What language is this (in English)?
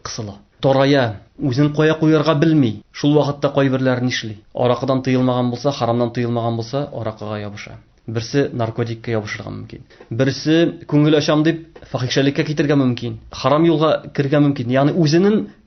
Tatar